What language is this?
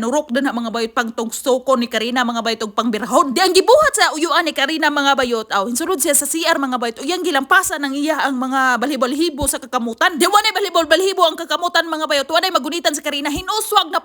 Cebuano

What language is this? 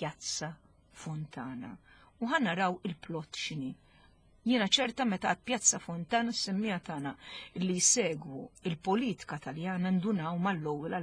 Maltese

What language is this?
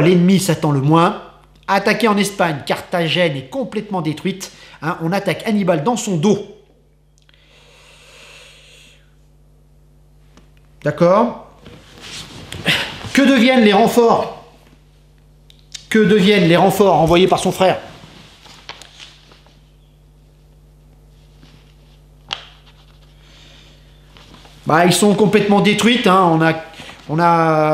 French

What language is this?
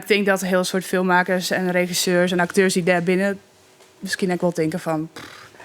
Western Frisian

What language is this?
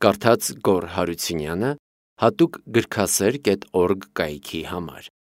Armenian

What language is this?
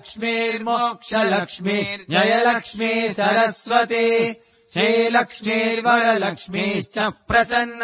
Sanskrit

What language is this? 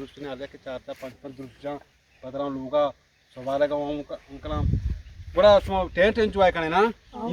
Eastern Balochi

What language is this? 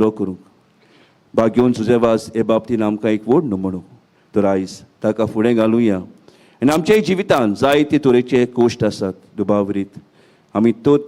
Konkani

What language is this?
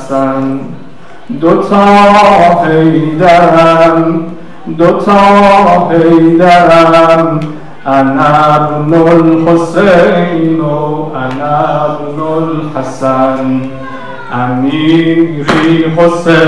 Persian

